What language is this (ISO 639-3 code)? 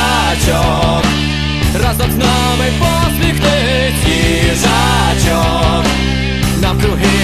ukr